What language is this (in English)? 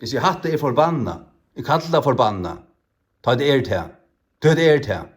Faroese